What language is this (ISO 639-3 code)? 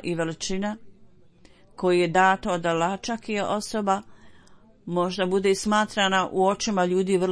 bos